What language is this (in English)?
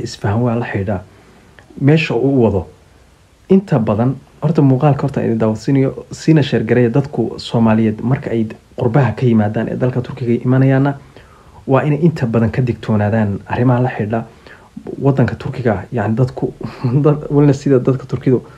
Somali